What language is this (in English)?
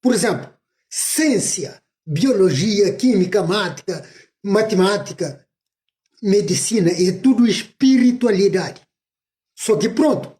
Kabuverdianu